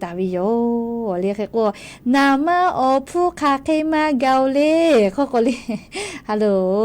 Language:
Lahu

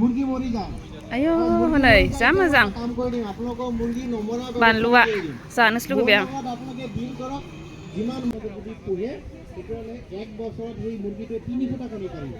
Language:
Bodo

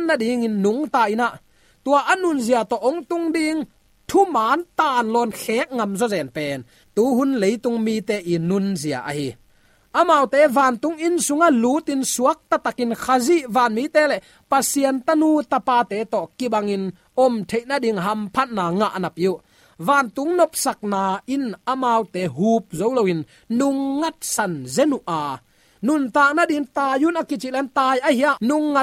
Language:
Tedim Chin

